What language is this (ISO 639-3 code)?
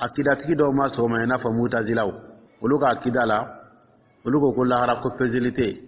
dyu